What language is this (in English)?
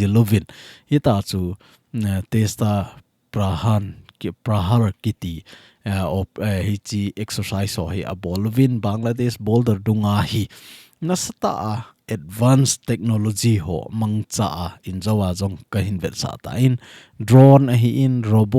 Thado Chin